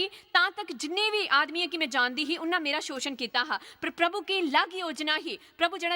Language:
Dogri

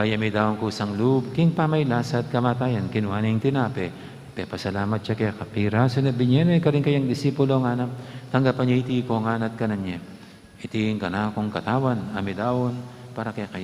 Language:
Pampanga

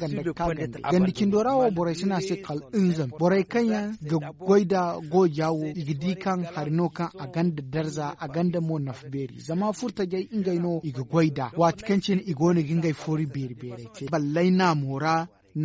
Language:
Zarma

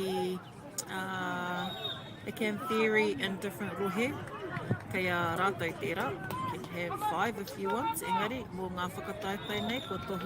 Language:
Māori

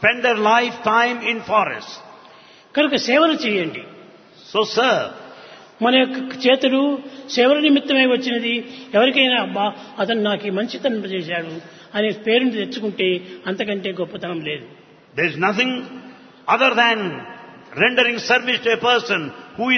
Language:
Telugu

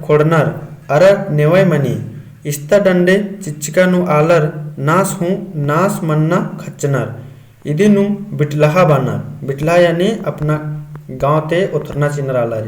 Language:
Kurukh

